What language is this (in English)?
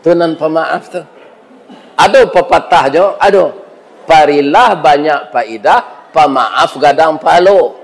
Minangkabau